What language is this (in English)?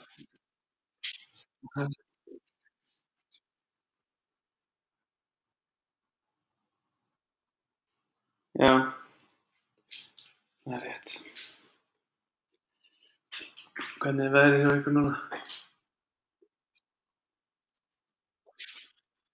Icelandic